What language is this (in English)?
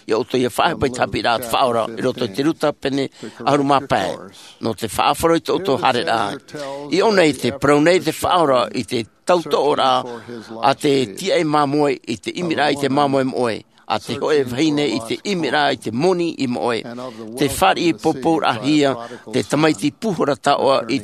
Tahitian